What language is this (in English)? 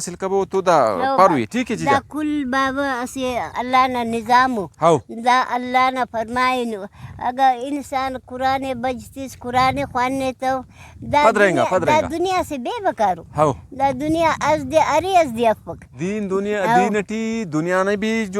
Brahui